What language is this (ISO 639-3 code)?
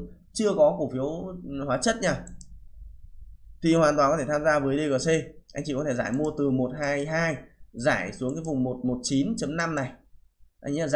vie